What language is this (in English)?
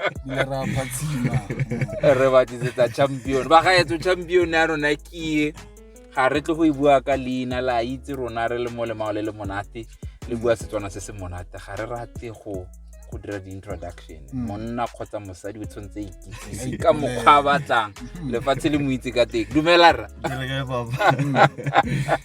Tswana